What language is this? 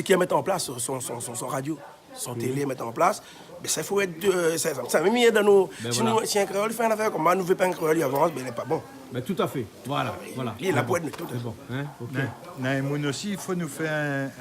Réunion Creole French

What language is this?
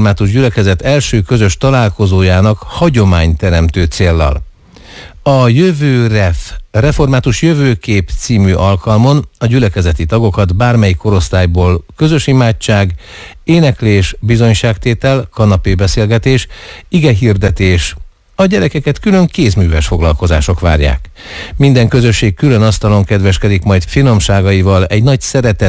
Hungarian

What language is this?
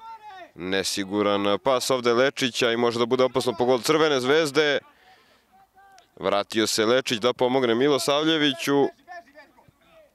Serbian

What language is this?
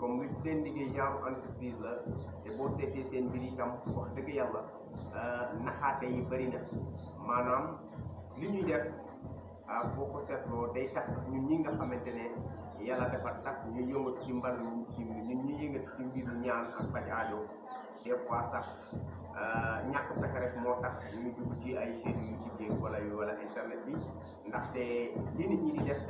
Wolof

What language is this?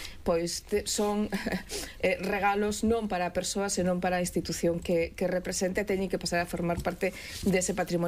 Galician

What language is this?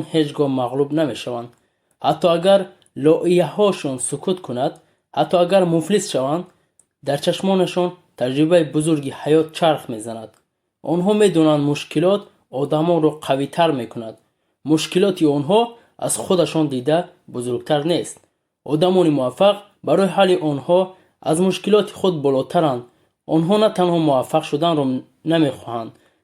Tajik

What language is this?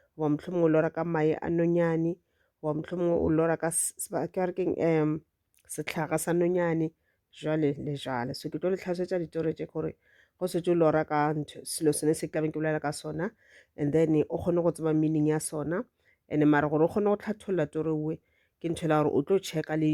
Northern Sotho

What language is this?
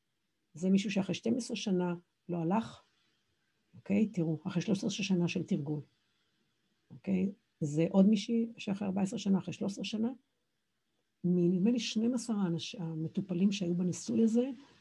Hebrew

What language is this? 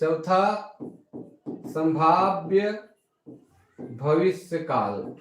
Sadri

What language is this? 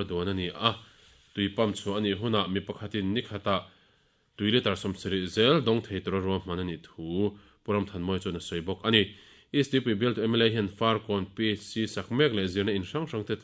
Mizo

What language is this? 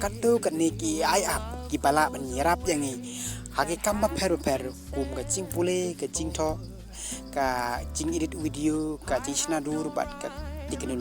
Khasi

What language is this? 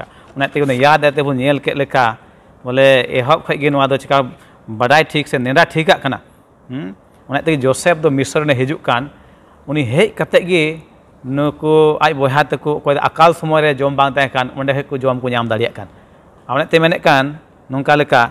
Santali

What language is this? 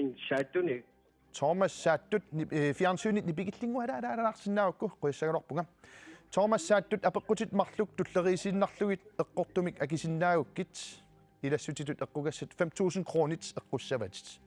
Kalaallisut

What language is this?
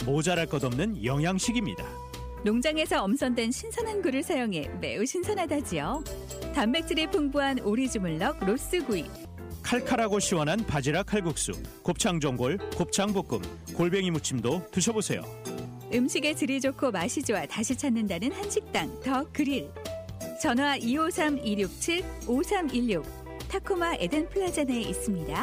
Korean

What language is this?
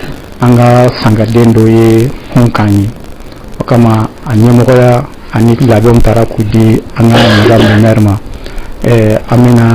Bambara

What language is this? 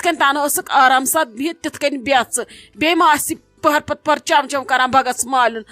Kashmiri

